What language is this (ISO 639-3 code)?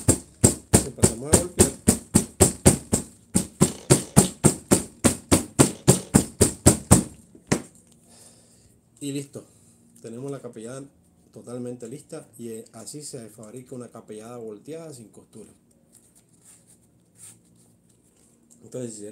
spa